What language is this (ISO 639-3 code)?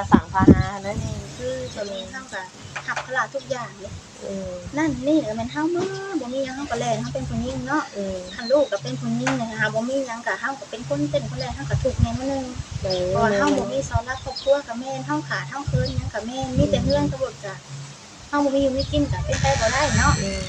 tts